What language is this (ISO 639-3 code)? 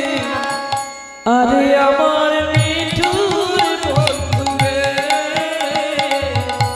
ben